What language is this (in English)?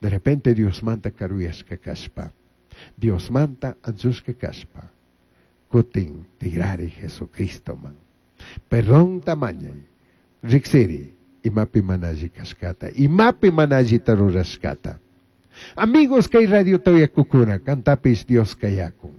Chimborazo Highland Quichua